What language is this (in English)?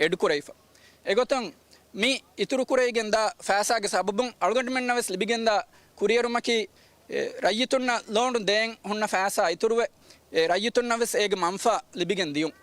Divehi